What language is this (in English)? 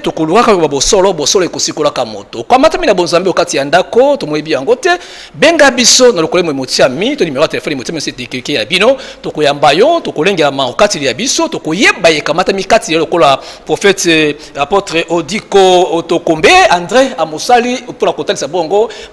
Lingala